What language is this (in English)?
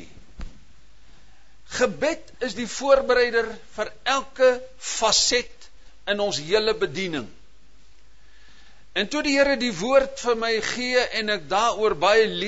Afrikaans